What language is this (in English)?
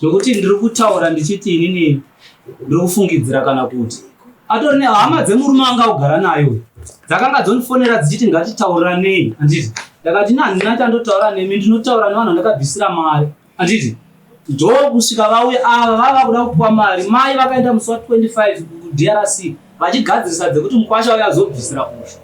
Shona